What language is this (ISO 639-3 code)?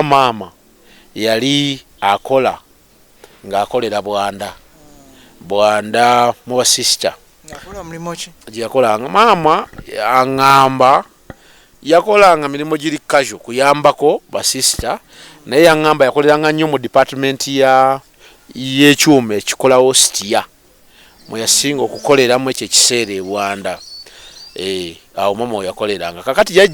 lug